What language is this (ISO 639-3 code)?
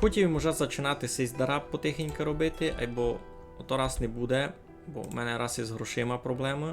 rue